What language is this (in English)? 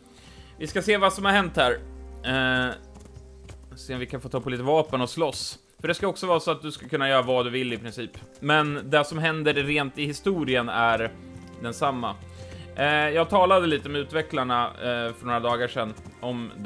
Swedish